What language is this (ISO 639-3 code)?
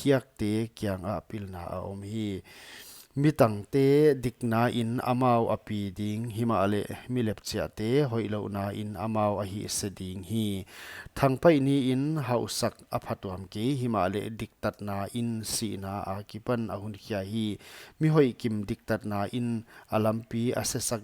pck